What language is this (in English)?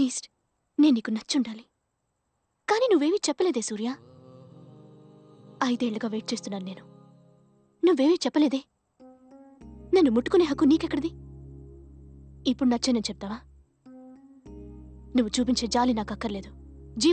Telugu